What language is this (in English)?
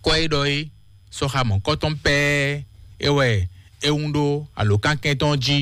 Fon